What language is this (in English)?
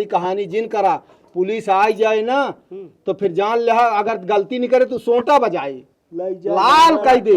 Awadhi